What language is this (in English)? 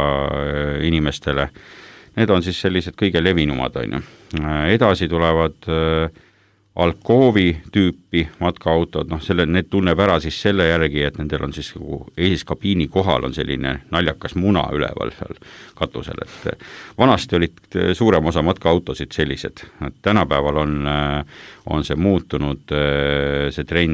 Estonian